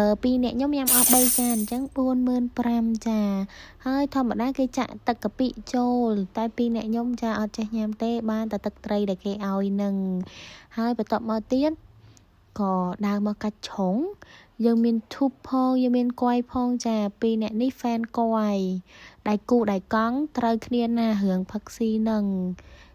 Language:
Khmer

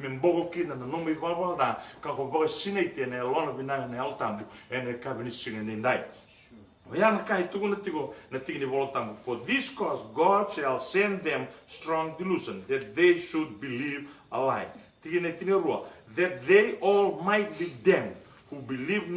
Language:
Fijian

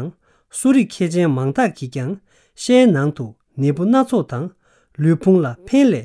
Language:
Tibetan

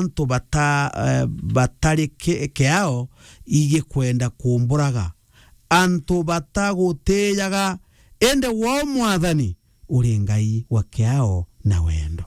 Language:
Meru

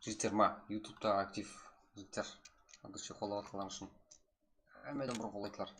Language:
Kara-Kalpak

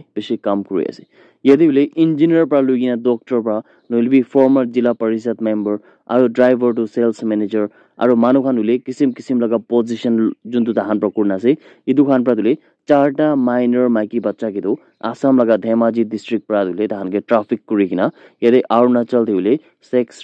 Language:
Naga Pidgin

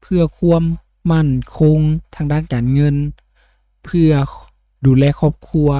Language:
Lao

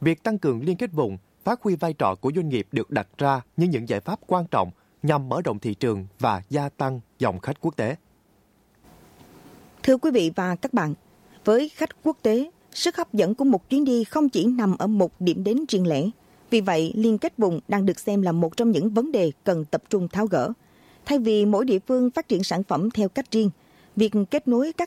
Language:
Vietnamese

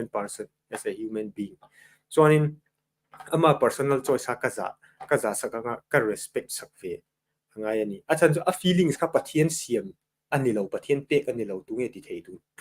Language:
Mizo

